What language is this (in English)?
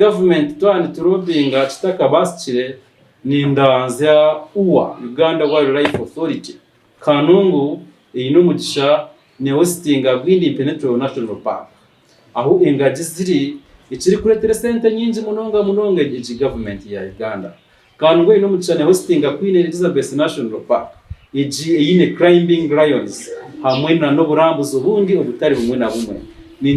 Nyankole